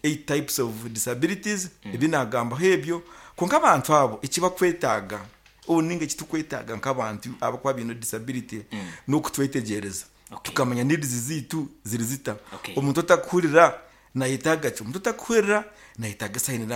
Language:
Nyoro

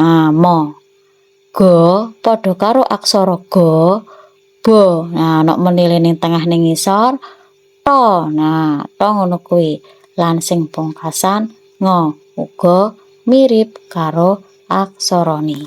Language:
Javanese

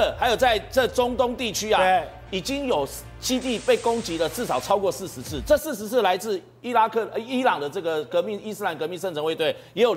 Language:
Chinese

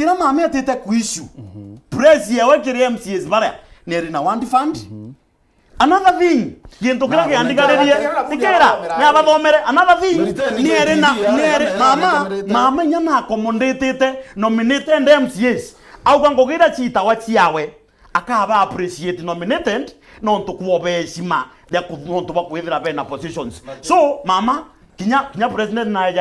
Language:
Meru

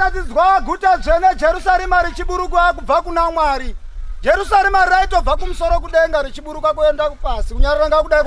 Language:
Shona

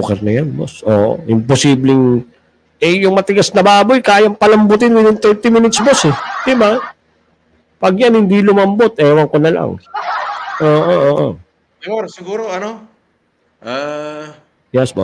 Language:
Filipino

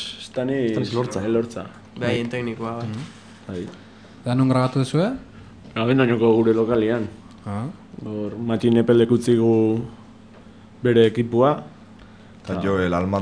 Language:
Basque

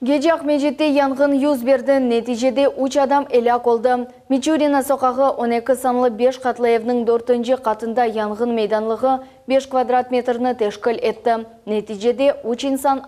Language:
Crimean Tatar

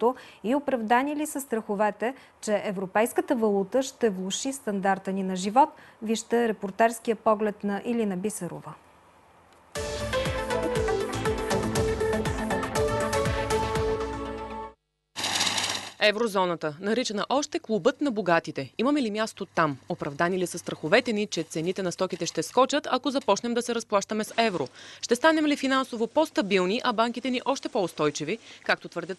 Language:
Bulgarian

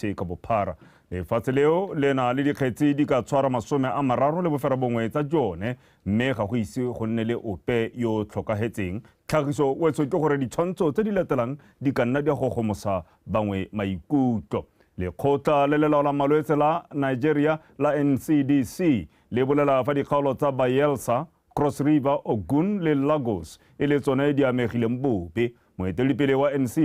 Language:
Tswana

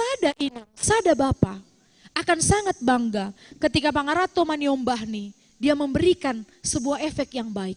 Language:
Batak Simalungun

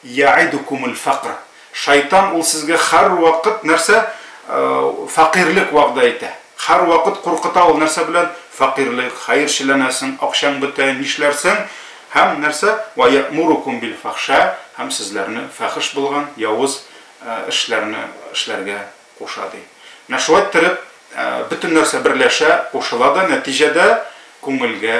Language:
Tatar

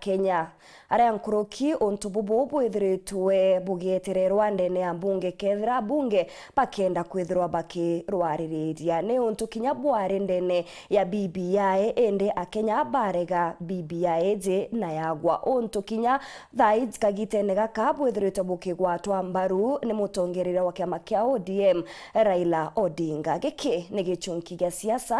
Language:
Meru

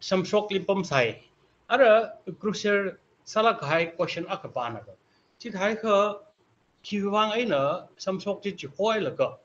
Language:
Tangkhul Naga (India)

